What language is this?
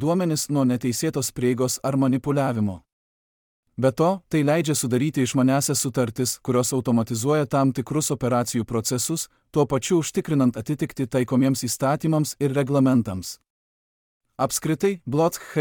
Lithuanian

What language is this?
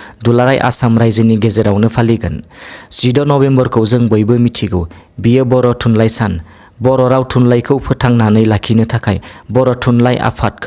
Bodo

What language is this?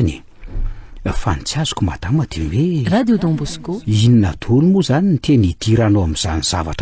Malagasy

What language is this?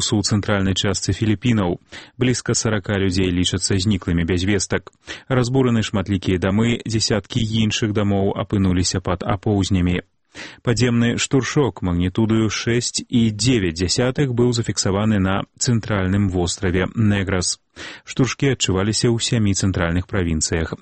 Belarusian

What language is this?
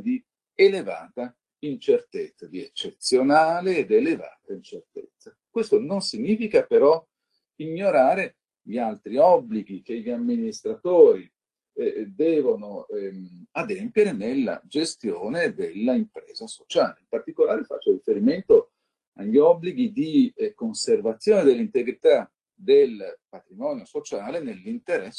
Italian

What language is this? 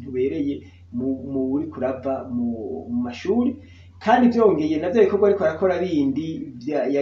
Rundi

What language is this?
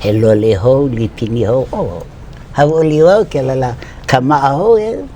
Hawaiian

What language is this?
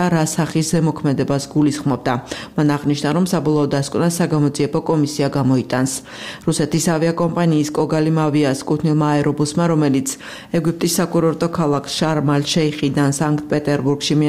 Georgian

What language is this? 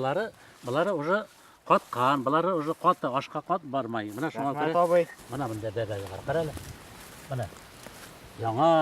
Bashkir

